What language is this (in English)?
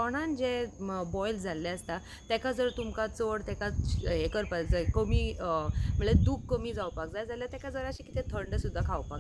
Konkani